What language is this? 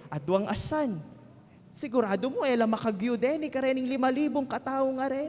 Pampanga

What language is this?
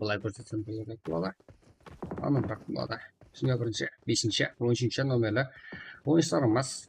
Kara-Kalpak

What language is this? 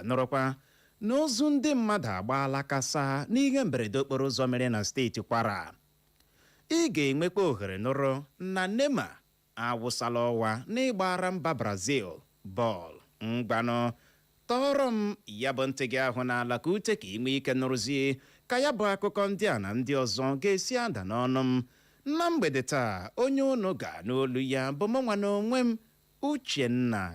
Igbo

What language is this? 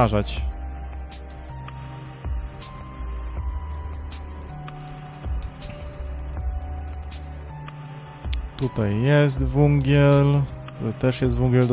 Polish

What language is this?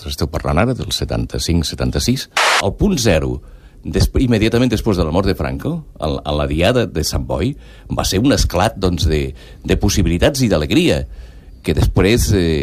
Catalan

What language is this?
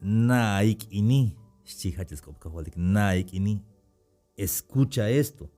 Tzeltal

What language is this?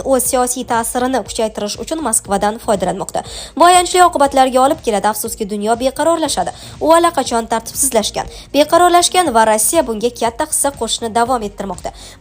Uzbek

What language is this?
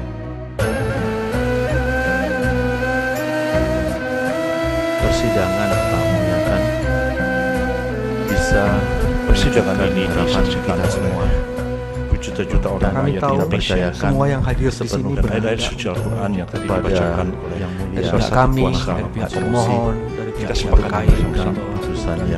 Indonesian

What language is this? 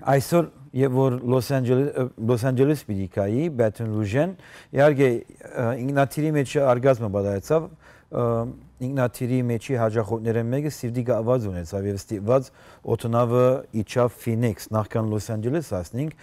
Western Armenian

